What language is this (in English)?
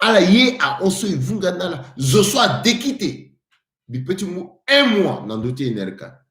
Sango